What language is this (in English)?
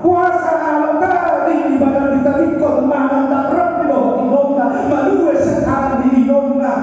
Batak Toba